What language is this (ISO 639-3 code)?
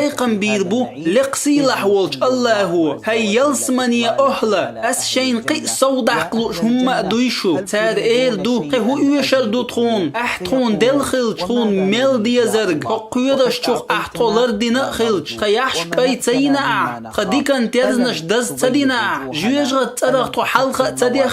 che